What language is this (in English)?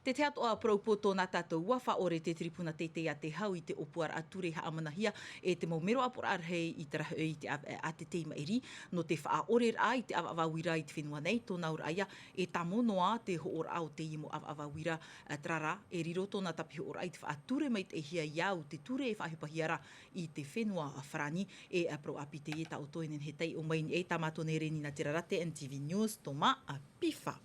Tahitian